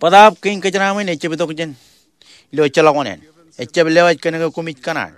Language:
Marshallese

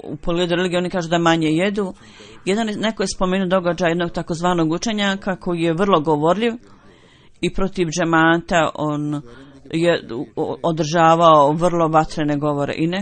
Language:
Bosnian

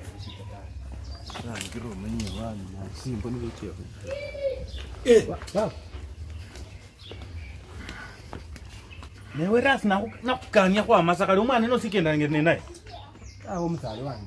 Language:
Swahili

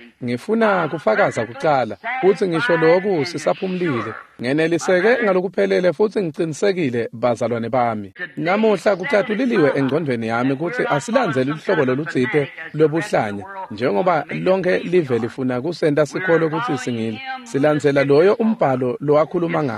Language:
Swati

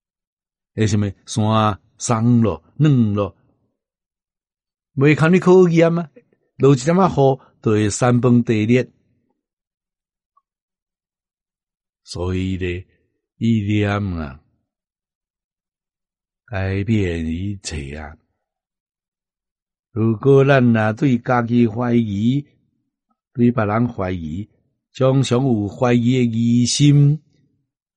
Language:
Min Nan Chinese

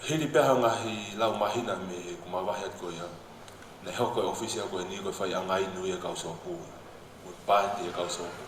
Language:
Tongan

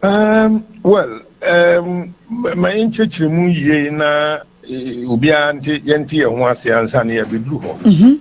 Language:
Akan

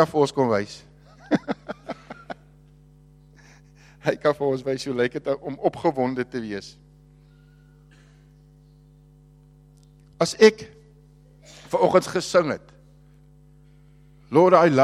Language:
Afrikaans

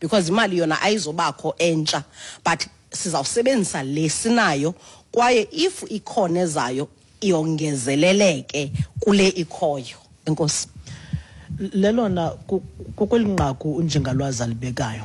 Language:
Xhosa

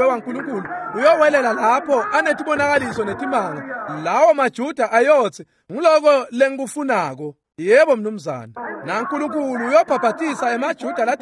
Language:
Swati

